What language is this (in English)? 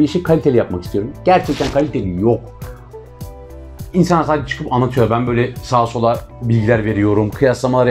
Turkish